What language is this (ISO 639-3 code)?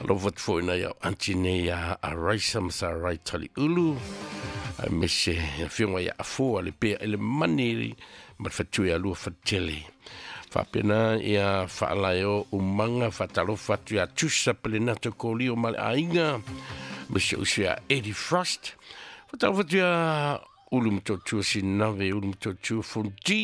smo